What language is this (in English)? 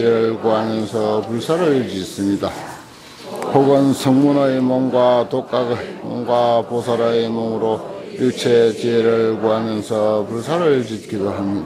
Korean